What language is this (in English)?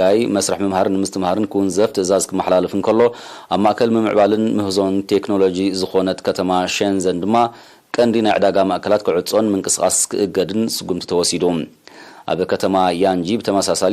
Tigrinya